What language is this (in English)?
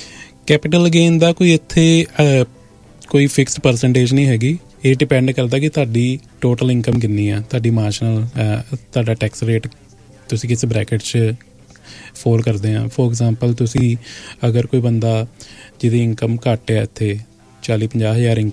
Punjabi